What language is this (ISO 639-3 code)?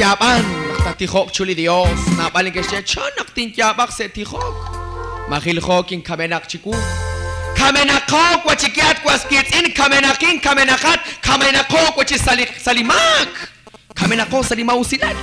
kek